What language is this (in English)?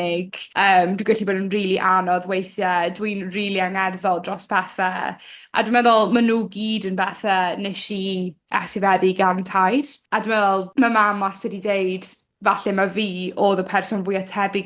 Welsh